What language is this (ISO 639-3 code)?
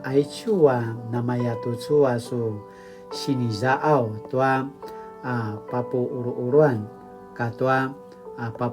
pwn